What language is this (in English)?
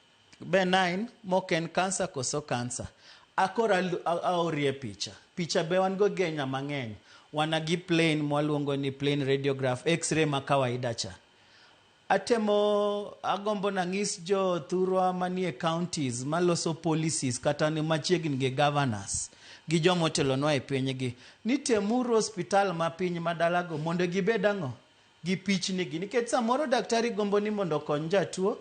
Luo (Kenya and Tanzania)